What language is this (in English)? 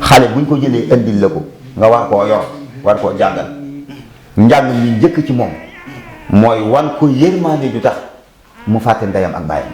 Wolof